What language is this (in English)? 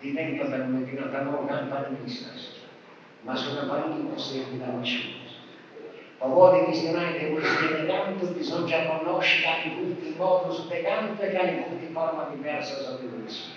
Sardinian